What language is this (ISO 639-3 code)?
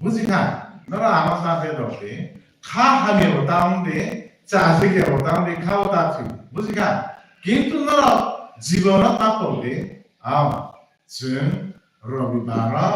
trp